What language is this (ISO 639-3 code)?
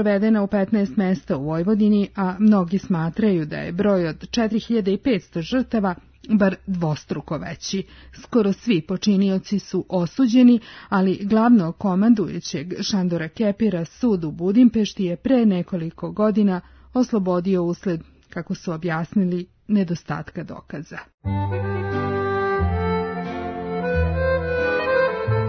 srp